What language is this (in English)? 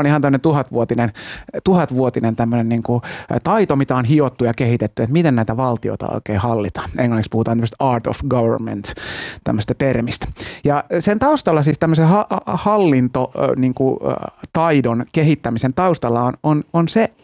Finnish